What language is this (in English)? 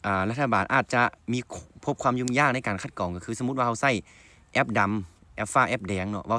Lao